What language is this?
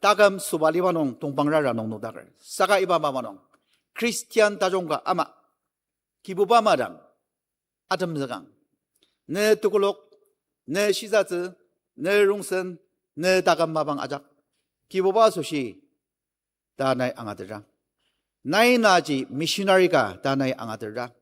Ao Naga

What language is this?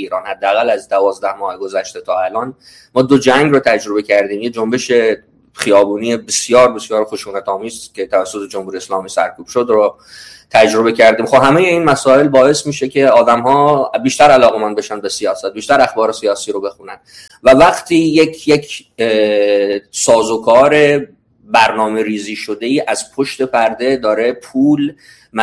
Persian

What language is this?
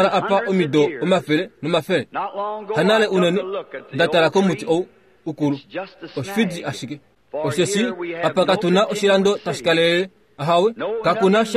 Kuanyama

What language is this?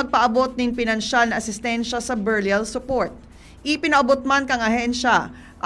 Bikol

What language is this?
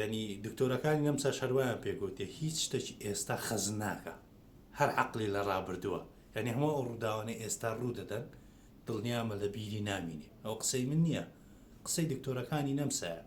Central Kurdish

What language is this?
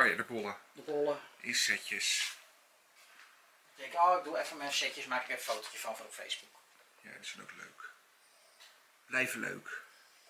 Dutch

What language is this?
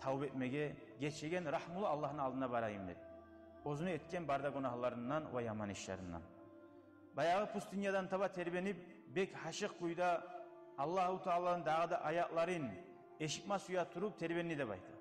Kumyk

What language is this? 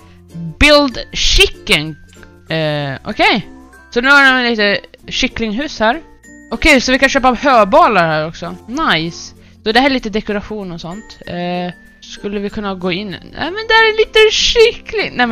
Swedish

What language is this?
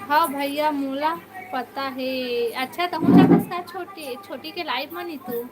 Chhattisgarhi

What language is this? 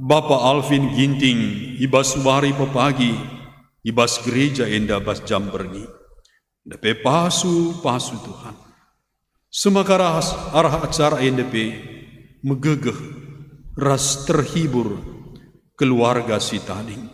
Batak Karo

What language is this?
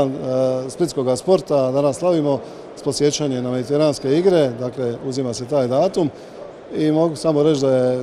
Croatian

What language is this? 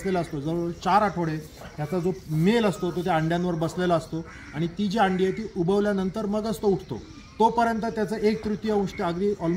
Marathi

